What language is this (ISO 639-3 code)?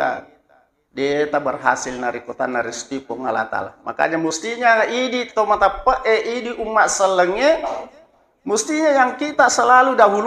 bug